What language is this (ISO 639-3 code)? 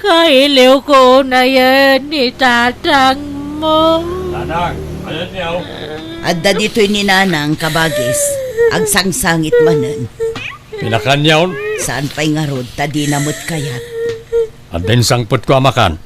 ilo